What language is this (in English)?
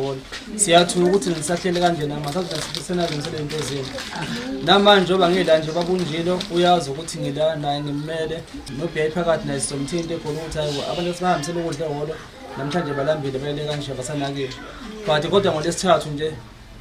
Zulu